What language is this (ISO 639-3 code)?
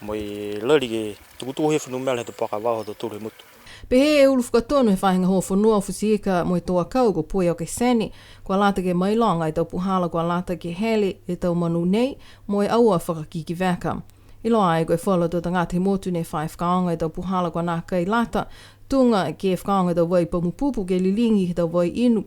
niu